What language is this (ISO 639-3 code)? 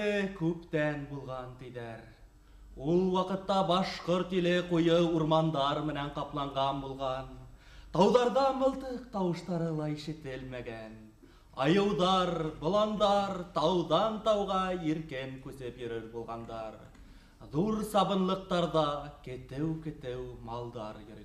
bak